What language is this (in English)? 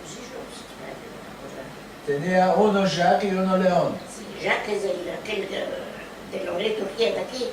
Ladino